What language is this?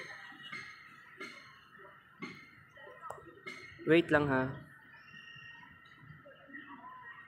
Filipino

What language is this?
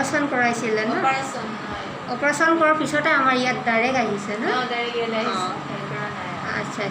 Assamese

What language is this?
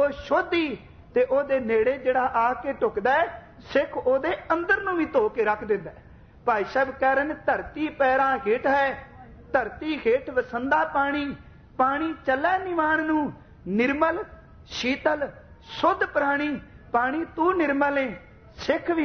Punjabi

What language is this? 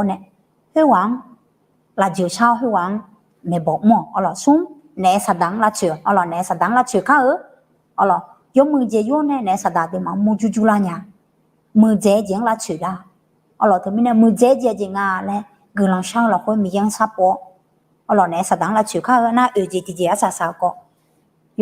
Akha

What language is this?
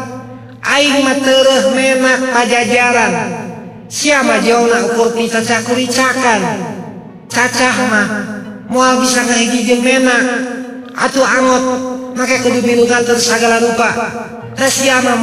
Sundanese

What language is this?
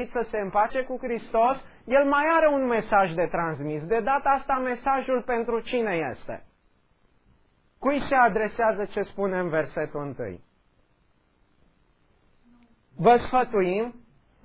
Romanian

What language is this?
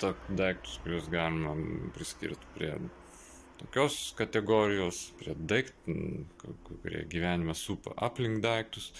Lithuanian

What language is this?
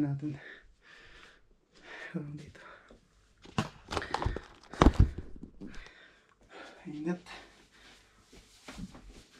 Filipino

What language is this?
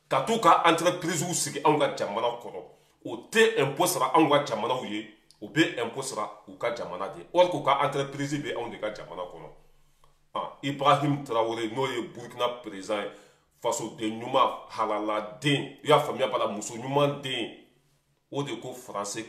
Bambara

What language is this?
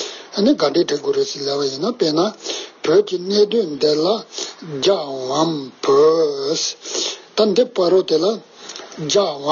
Tibetan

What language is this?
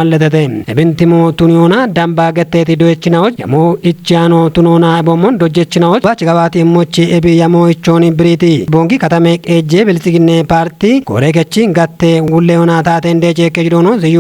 Kafa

